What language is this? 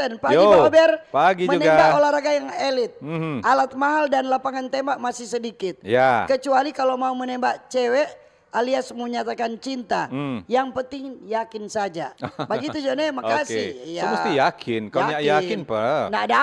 Manado Malay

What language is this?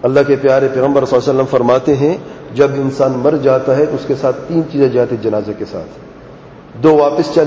Urdu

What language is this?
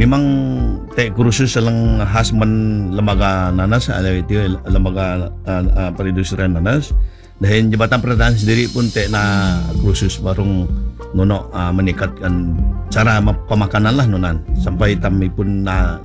Malay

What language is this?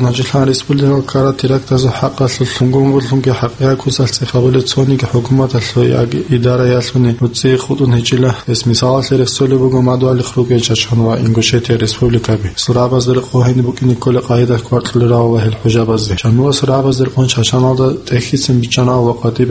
Avaric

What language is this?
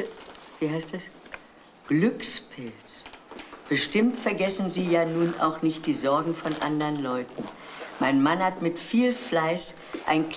German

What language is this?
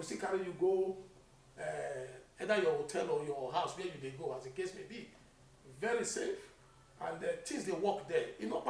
Nigerian Pidgin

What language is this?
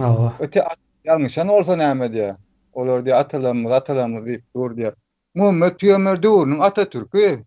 Turkmen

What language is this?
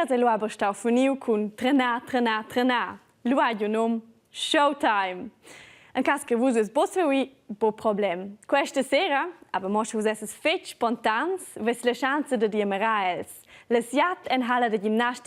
Romansh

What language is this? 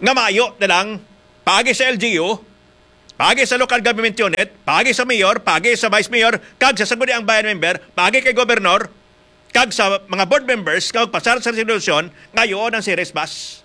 Hiligaynon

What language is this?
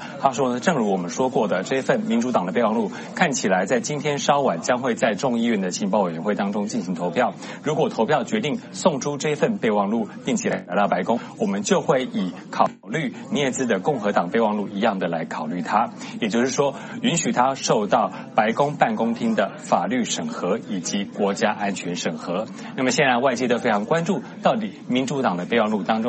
Chinese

